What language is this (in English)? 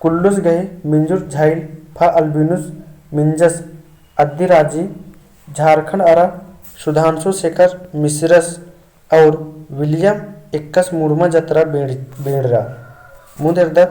Kurukh